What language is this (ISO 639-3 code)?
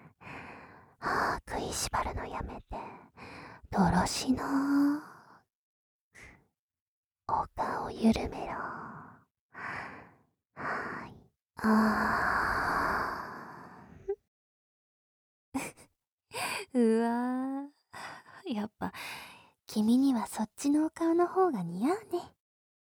jpn